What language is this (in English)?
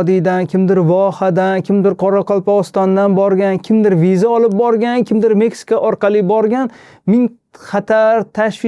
Uzbek